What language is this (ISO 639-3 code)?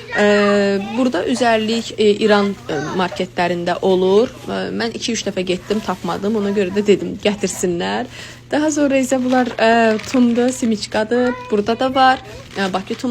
aze